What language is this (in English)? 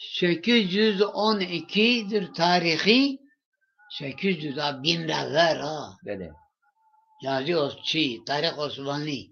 Zaza